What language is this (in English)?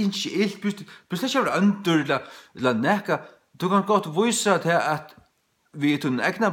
Faroese